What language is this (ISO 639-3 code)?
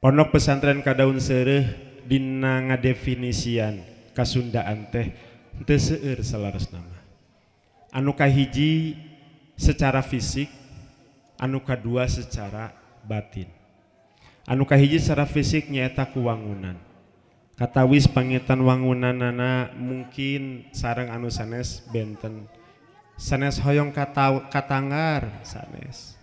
sun